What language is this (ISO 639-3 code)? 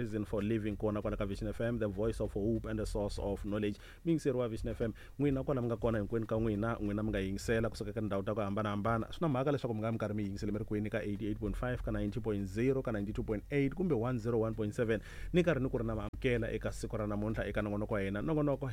tso